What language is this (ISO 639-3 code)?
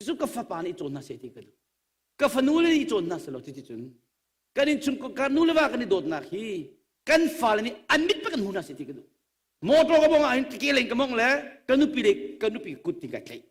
cnh